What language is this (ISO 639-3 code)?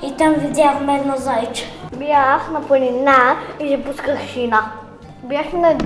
bul